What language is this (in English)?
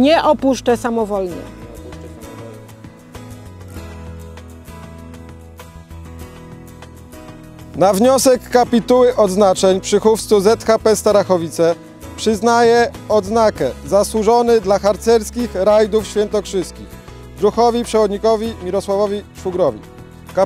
Polish